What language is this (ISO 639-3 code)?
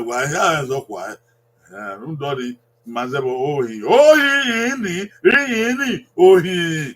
bin